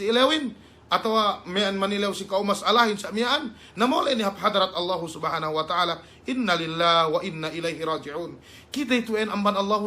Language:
Yakan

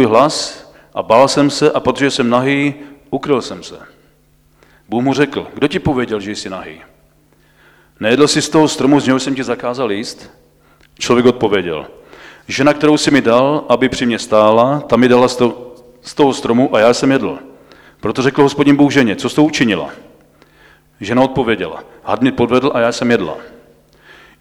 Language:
Czech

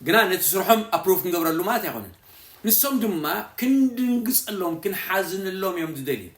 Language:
Tigrinya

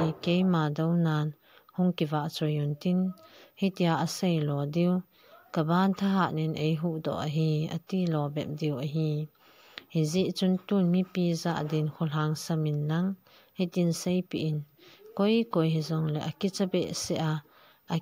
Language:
Thado Chin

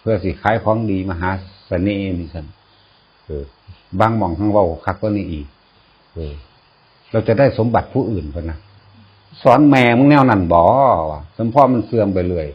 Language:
Northeastern Thai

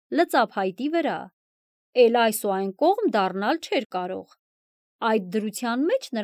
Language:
Armenian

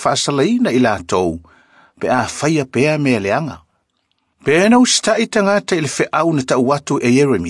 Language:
Samoan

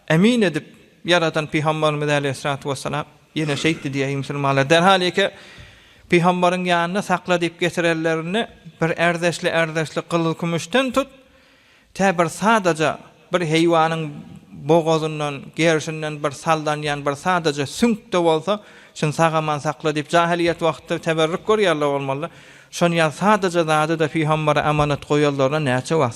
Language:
Turkmen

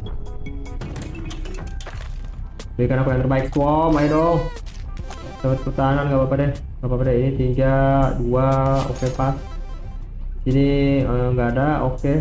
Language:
Indonesian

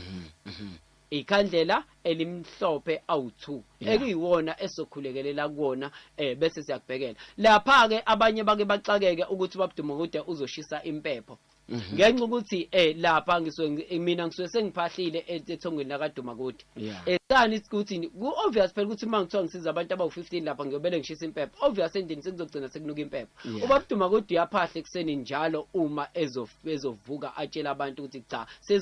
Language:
Zulu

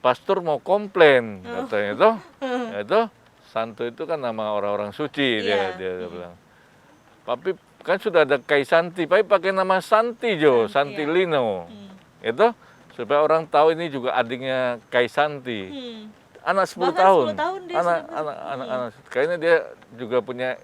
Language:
Manado Malay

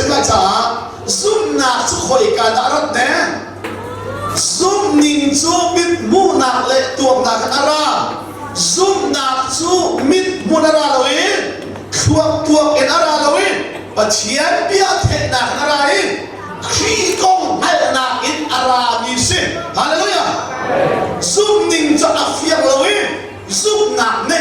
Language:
Hakha Chin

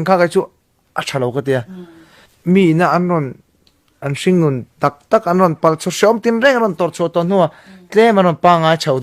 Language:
Mizo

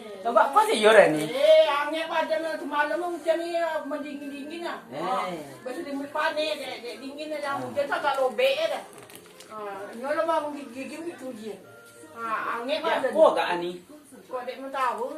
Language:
Minangkabau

